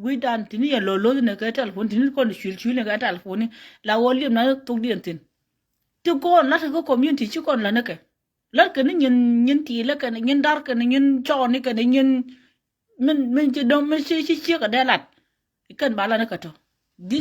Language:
Nuer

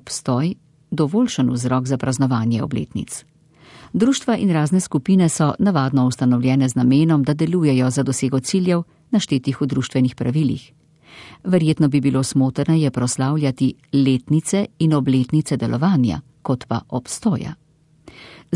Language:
Slovenian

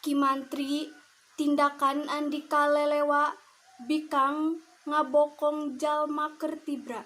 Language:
Sundanese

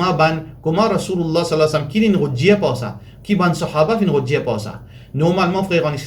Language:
Morisyen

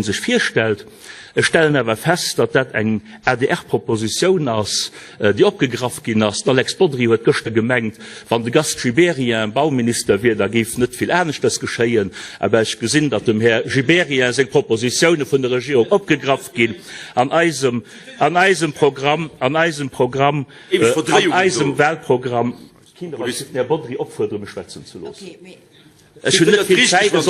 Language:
Luxembourgish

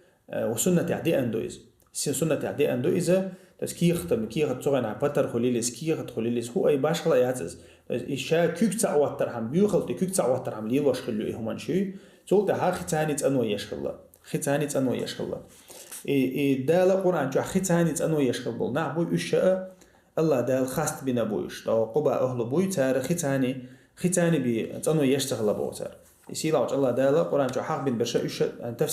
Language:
Chechen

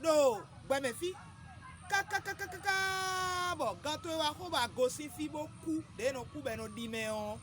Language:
Fon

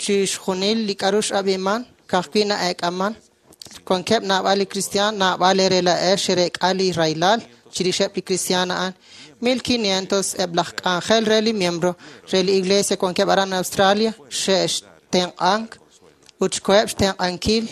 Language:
Kekchí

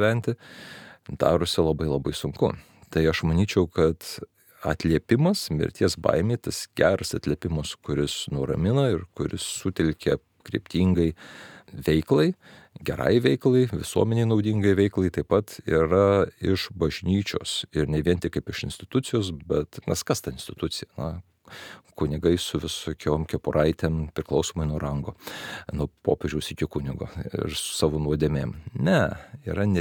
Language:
Lithuanian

